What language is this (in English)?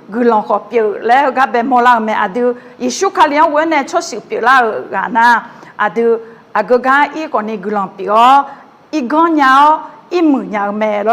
Akha